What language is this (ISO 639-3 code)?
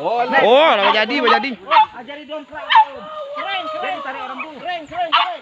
min